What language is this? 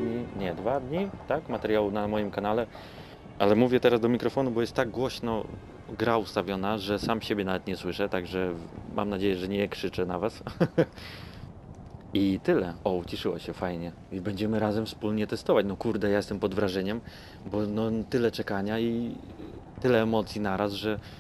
Polish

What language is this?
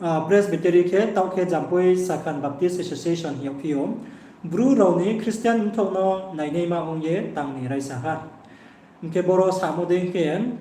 Riang (India)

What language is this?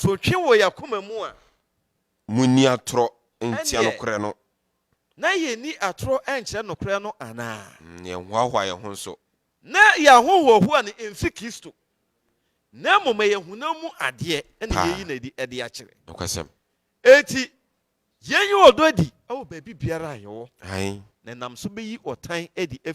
Akan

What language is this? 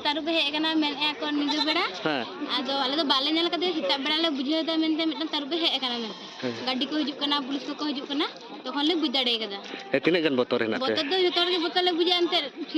Santali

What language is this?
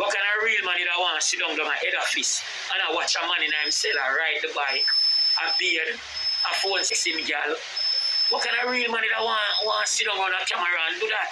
Jamaican Creole English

